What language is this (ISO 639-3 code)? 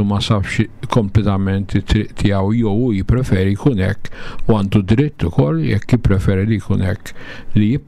mlt